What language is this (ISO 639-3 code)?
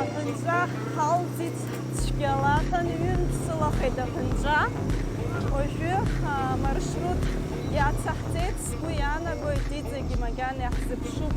abk